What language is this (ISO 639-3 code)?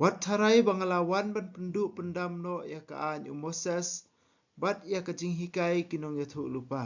kha